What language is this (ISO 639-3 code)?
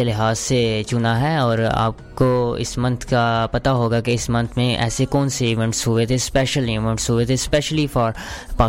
urd